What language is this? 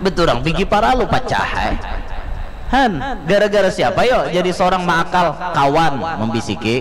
Banjar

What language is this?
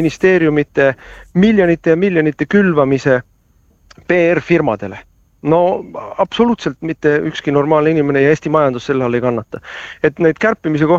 Estonian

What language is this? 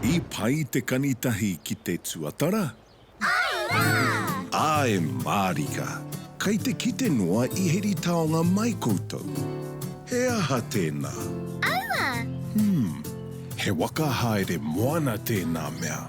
Māori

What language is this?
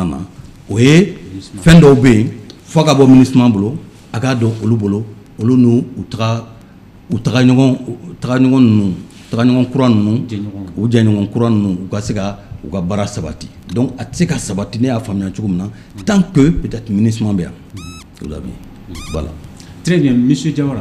Bambara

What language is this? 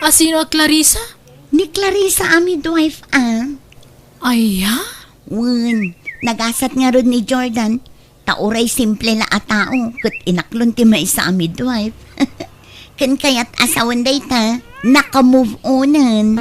Iloko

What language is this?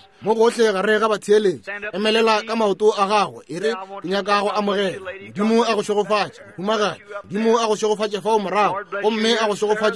Northern Sotho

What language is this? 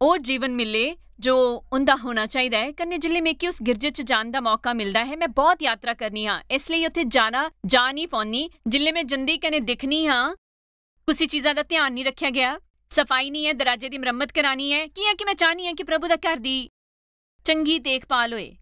Dogri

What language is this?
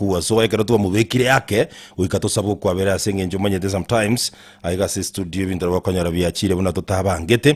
Gusii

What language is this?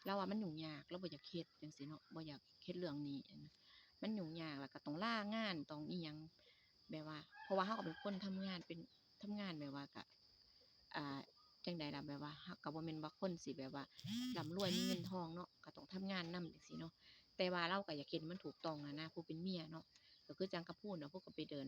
Northeastern Thai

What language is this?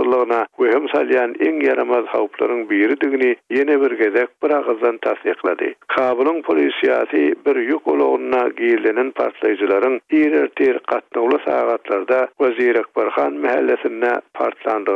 Turkmen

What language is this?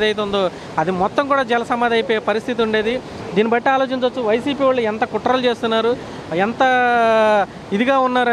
Telugu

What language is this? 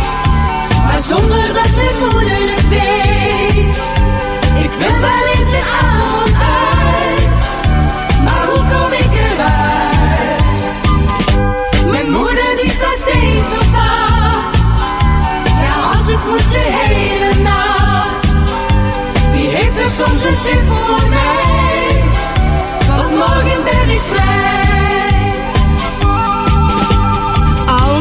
Dutch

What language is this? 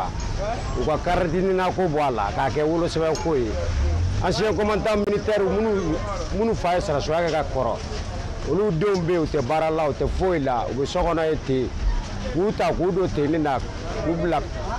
Bambara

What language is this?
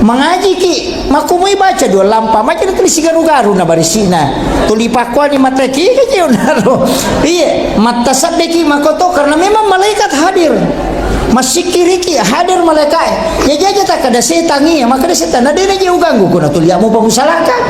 Buginese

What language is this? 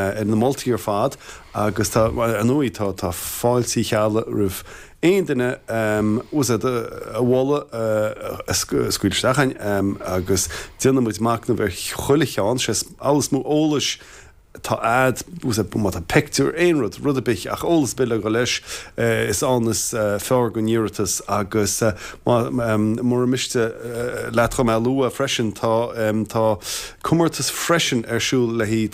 Irish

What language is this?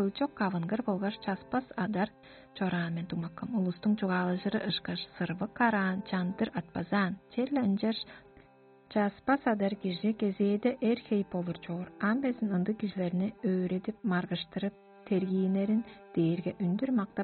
Tuvinian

